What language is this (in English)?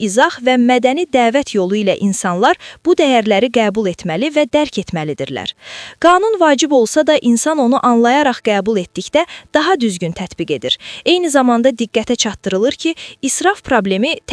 Azerbaijani